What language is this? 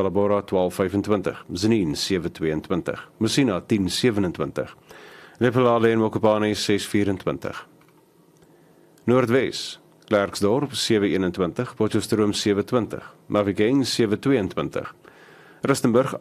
Afrikaans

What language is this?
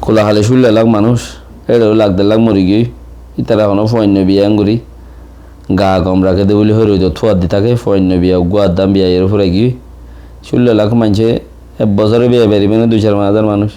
Rohingya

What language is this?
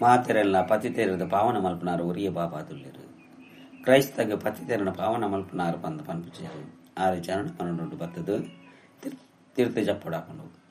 Tulu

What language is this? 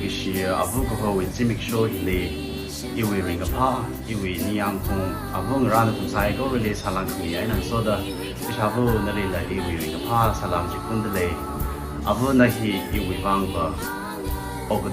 Tangkhul Naga (India)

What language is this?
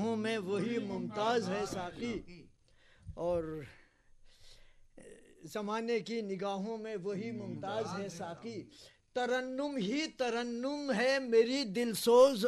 Urdu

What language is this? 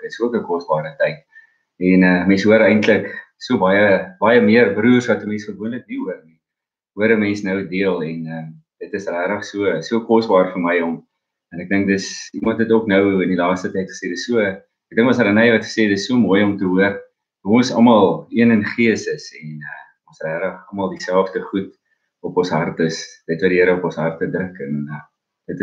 Afrikaans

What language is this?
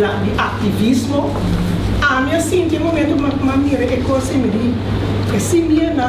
Papiamento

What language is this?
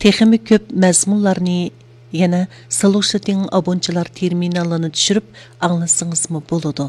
Uyghur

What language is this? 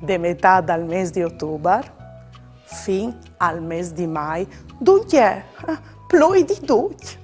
Friulian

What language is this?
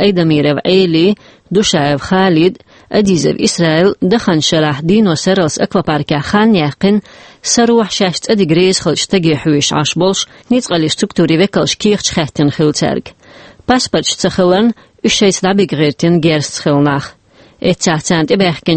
Chechen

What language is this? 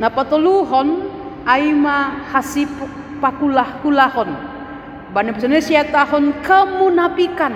Batak Simalungun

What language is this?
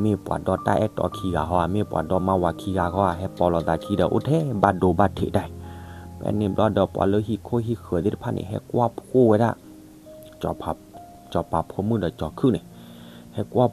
S'gaw Karen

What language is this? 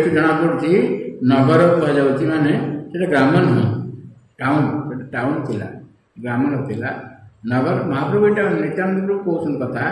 Odia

